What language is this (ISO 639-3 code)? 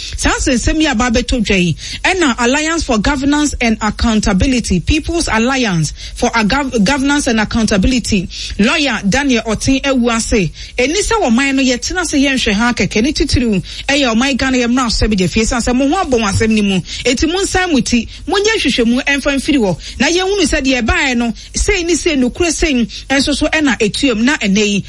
aka